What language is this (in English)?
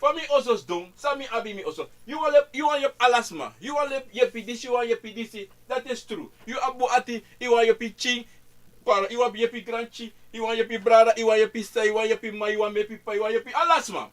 Sranan Tongo